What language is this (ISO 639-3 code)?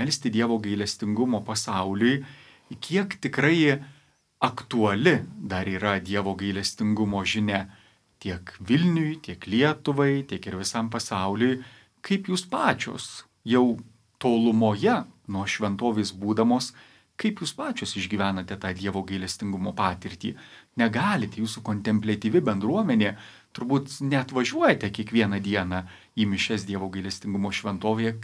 lit